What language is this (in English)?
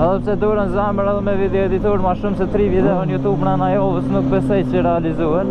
Albanian